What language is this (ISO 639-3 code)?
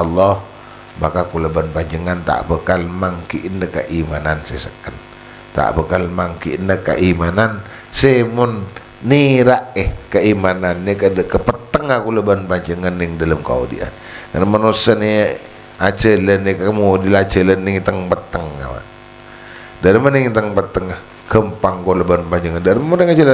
mad